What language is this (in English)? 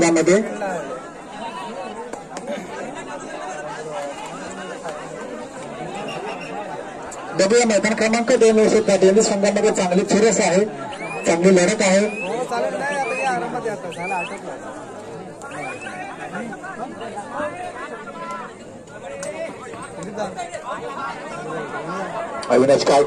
Marathi